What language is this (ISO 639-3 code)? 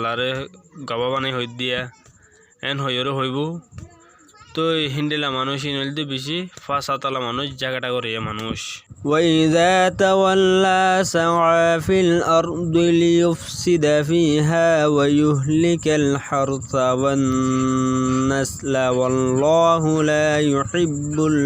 rhg